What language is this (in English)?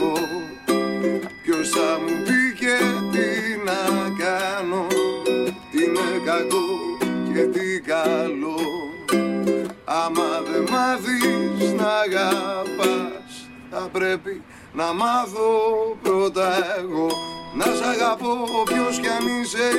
Greek